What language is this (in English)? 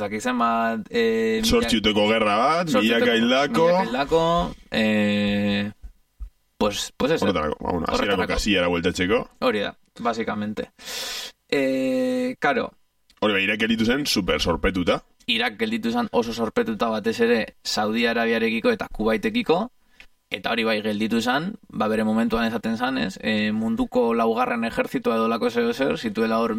Basque